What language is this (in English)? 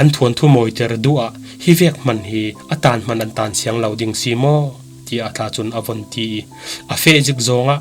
Falam Chin